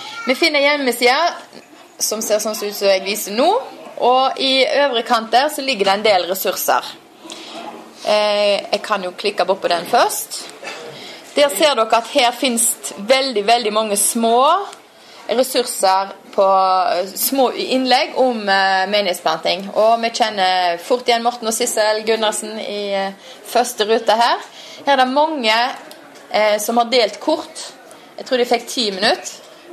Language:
Norwegian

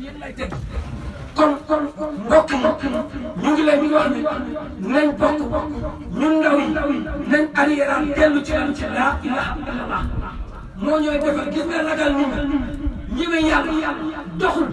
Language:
Wolof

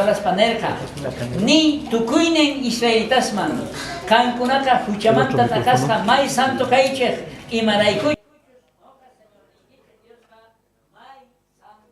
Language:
South Bolivian Quechua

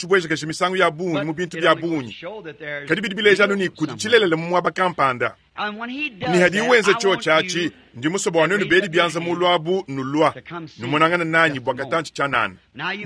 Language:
Luba-Lulua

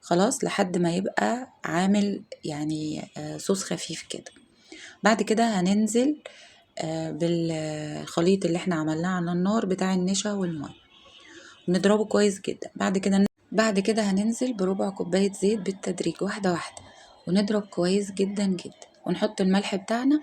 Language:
Egyptian Arabic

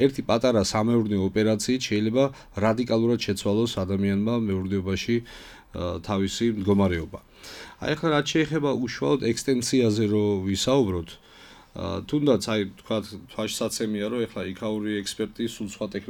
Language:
Georgian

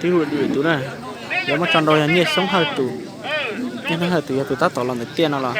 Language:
Hmong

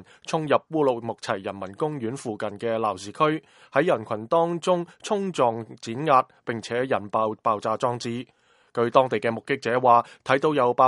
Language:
Cantonese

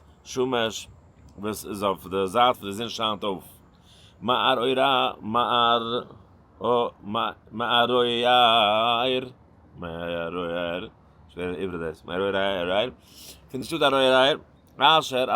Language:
Yiddish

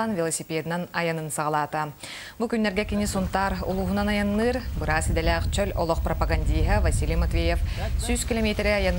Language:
Yakut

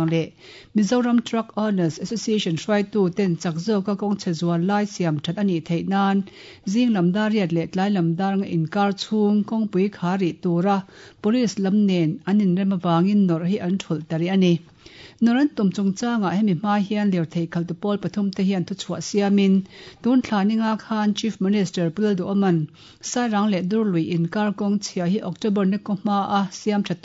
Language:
Mizo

